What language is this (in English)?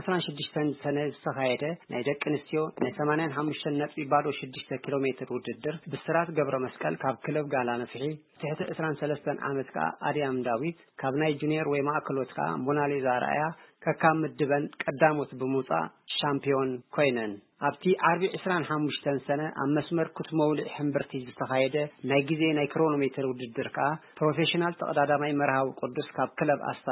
Tigrinya